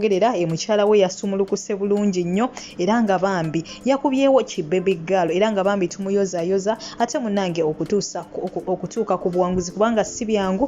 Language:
Ganda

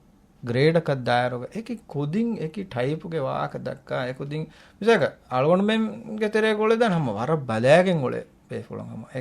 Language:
Divehi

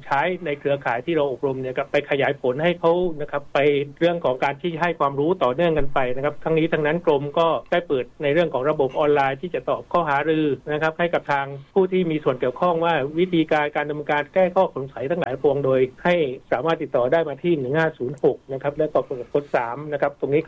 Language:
Thai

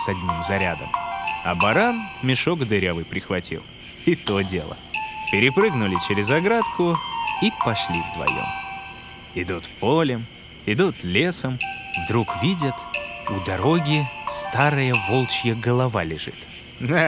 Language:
Russian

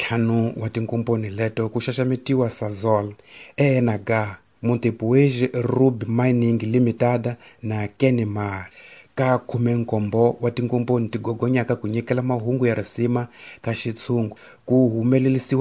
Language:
Tsonga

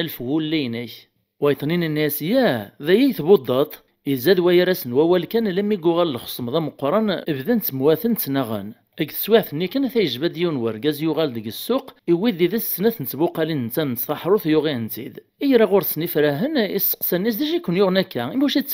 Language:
Kabyle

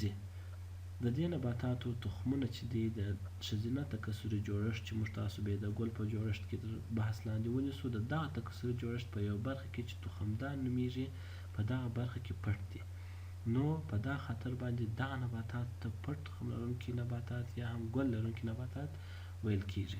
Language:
Pashto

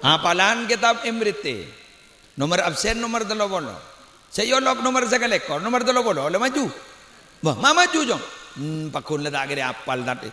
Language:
Madurese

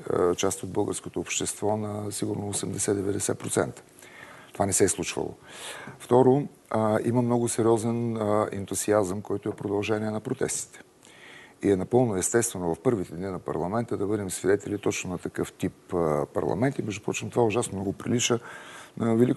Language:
Bulgarian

